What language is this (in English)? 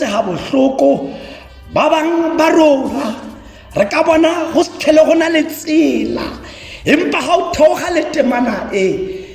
Tswana